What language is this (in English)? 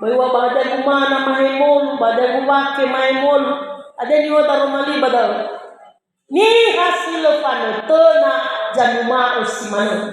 Nias